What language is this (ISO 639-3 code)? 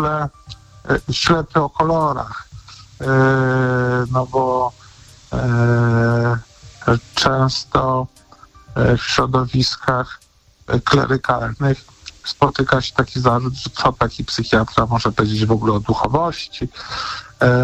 pol